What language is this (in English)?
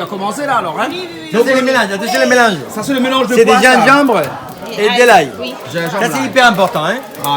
Réunion Creole French